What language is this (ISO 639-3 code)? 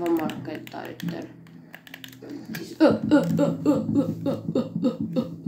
fin